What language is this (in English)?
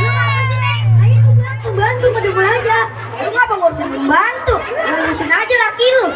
Betawi